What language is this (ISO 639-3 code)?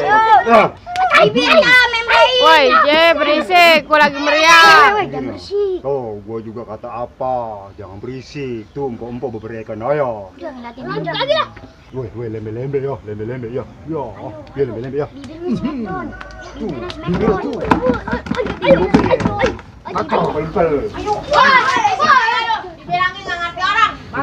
bew